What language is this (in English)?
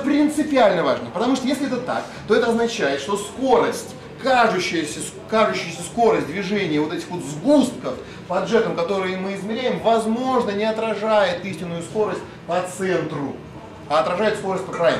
Russian